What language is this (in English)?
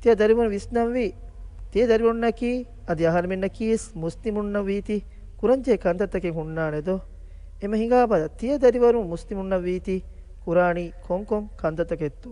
Divehi